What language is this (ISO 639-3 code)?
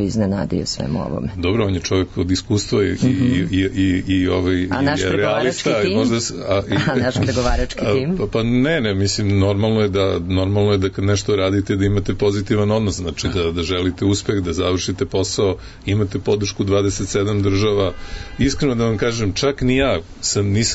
srp